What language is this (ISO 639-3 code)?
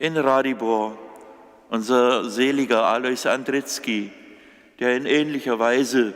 hsb